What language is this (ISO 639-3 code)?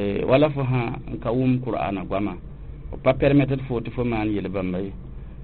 mos